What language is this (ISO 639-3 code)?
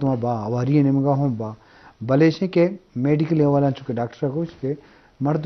bgp